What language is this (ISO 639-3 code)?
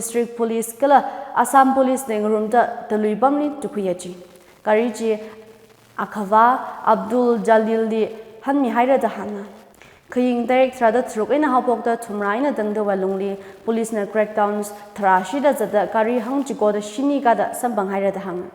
nmf